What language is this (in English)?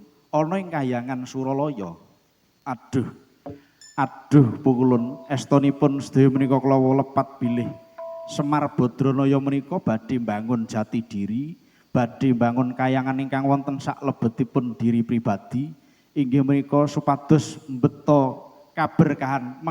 Javanese